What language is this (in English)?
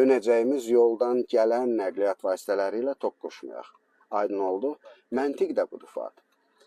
Azerbaijani